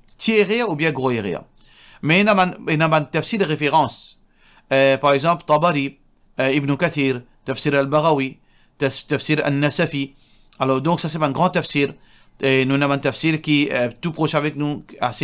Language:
Morisyen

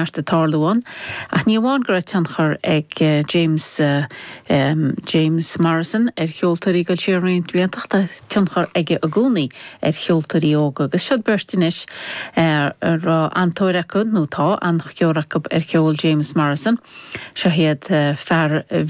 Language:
Irish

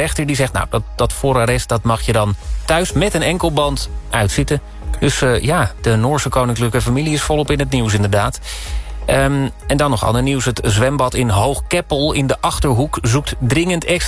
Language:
Dutch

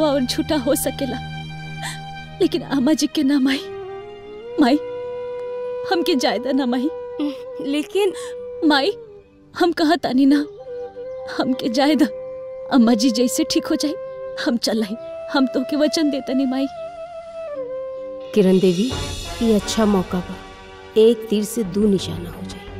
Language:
Bhojpuri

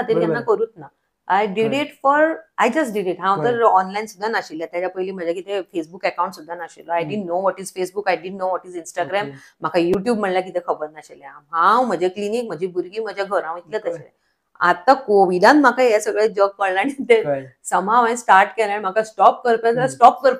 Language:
Konkani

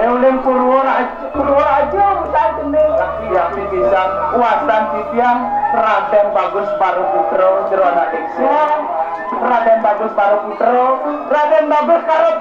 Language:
Balinese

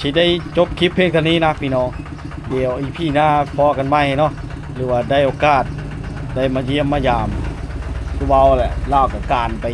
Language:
Lao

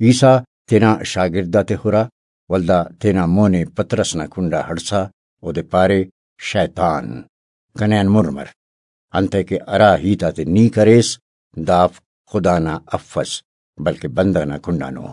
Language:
Brahui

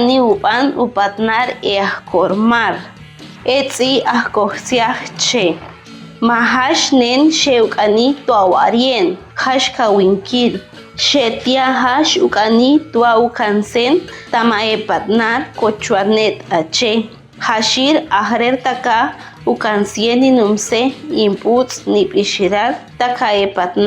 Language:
Chortí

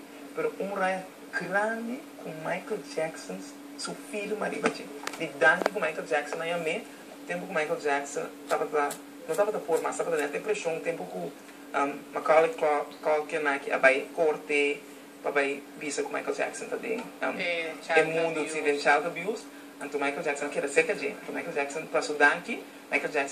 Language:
Papiamento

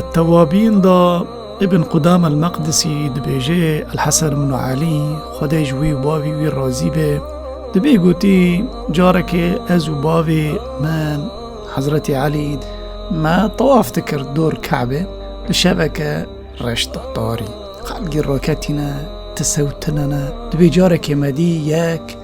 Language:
Kurdish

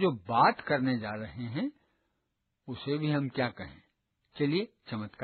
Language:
Hindi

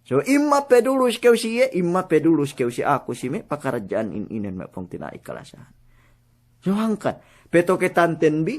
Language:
Yakan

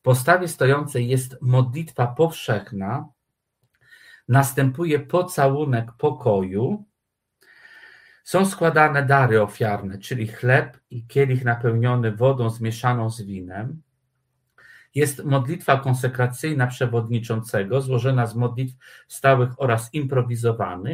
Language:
Polish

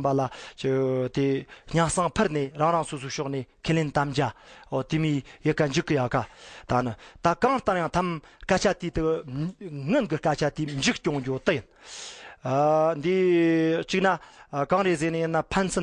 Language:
Tibetan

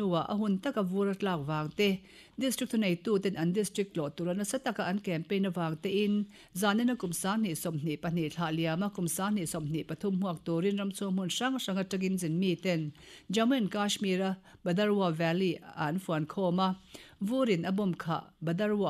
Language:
Mizo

